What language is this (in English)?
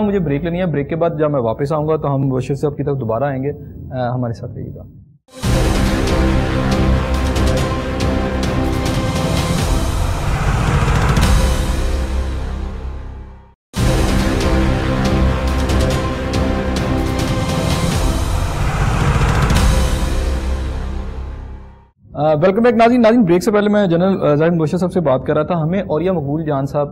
Urdu